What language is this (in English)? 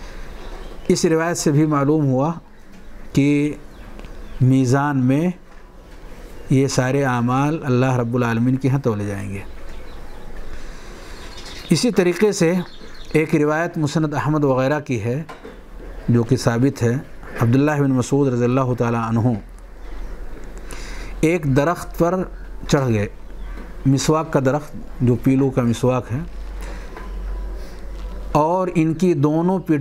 Urdu